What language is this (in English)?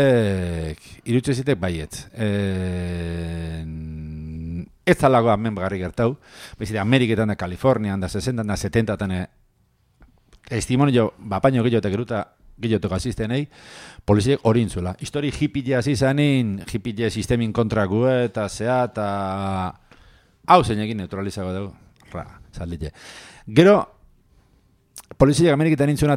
Basque